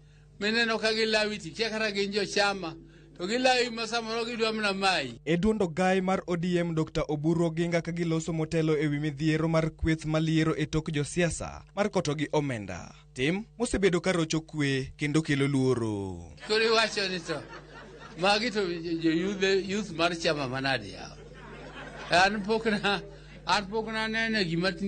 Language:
Luo (Kenya and Tanzania)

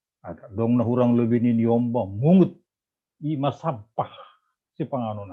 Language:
Batak Simalungun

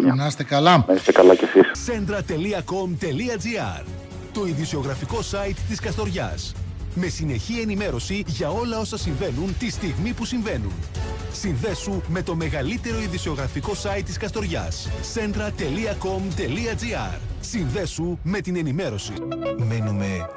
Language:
Greek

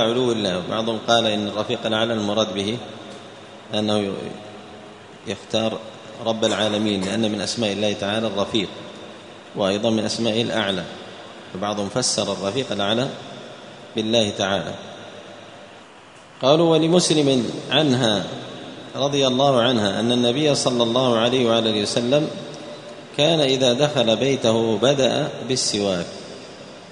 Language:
Arabic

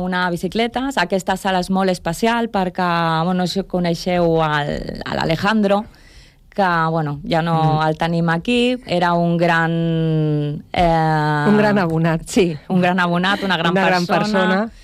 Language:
Catalan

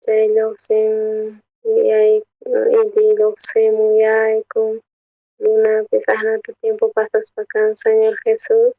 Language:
South Bolivian Quechua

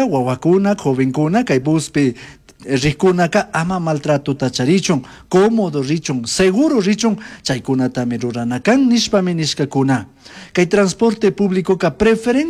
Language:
Chimborazo Highland Quichua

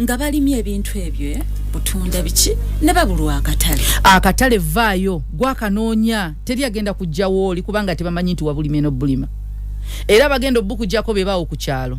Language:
Ganda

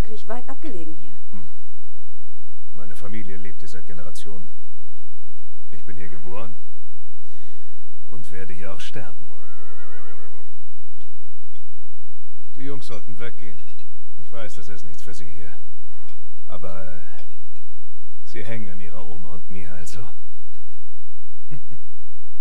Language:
German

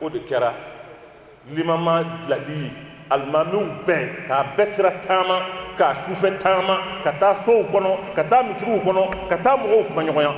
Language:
Bambara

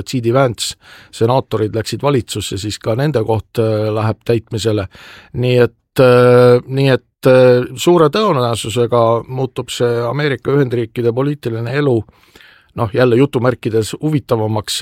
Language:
Estonian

